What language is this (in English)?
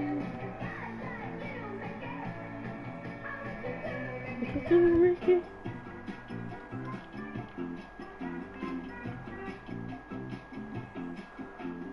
English